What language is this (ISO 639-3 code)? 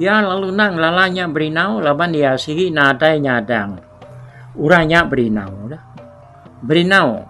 iba